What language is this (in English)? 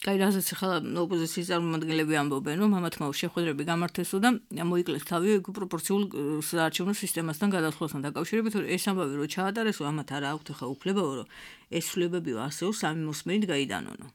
Georgian